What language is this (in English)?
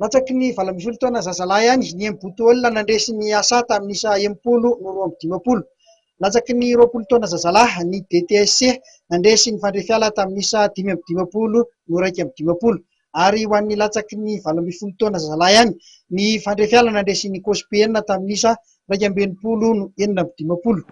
Malagasy